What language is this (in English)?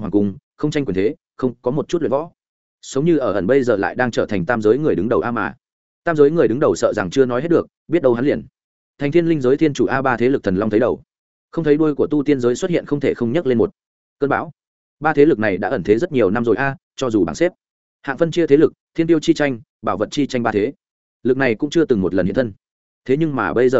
Vietnamese